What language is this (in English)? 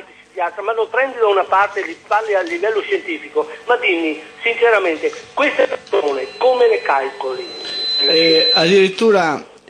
Italian